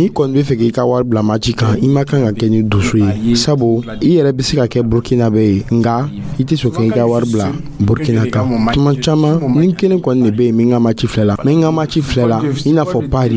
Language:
Dyula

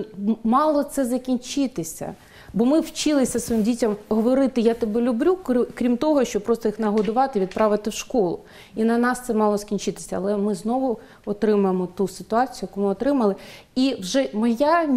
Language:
Ukrainian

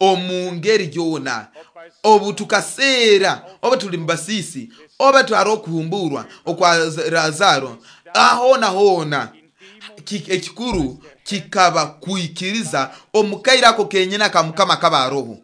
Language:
Nyoro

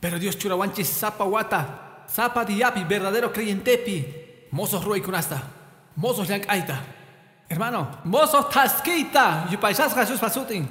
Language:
Quechua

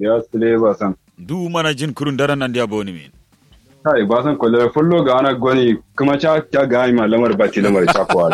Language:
Kanuri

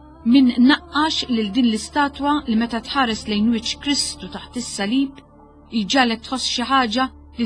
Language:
Maltese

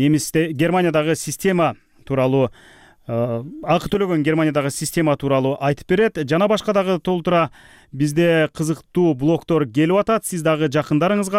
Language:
Kyrgyz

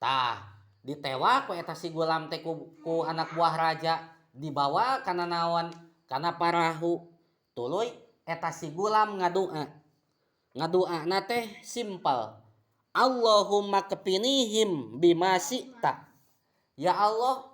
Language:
Sundanese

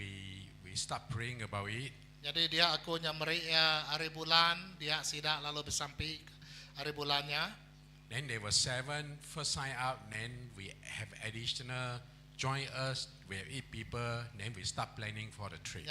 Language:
Iban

